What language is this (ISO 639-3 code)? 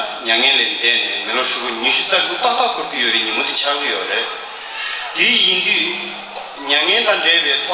bod